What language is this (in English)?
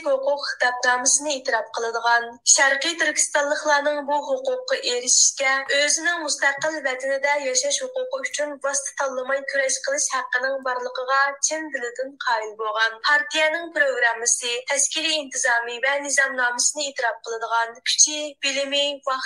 Uyghur